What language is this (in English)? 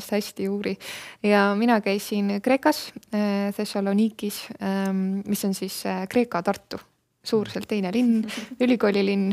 Estonian